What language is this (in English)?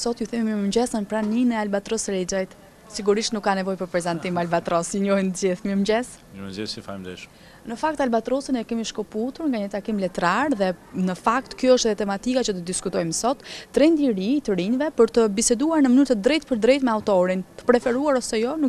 Albanian